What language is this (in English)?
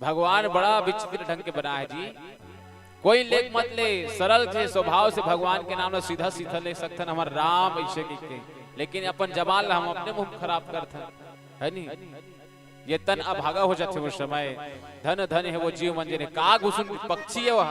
Chhattisgarhi